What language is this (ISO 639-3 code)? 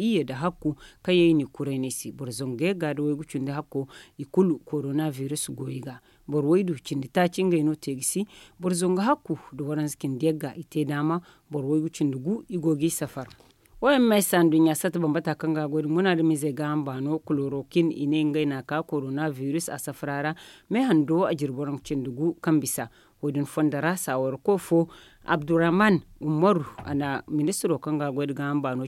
dje